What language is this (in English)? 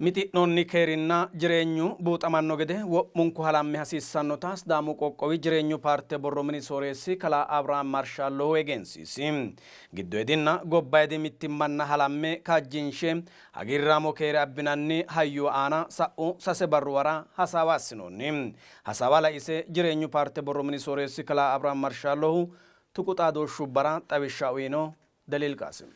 Sidamo